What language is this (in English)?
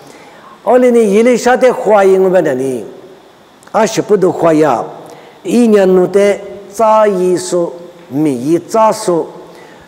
Lisu